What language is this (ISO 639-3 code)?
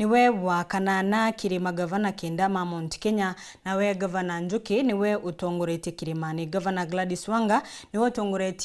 mer